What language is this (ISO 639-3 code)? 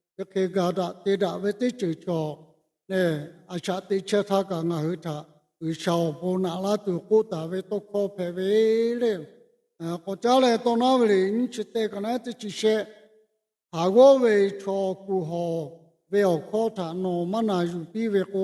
lhu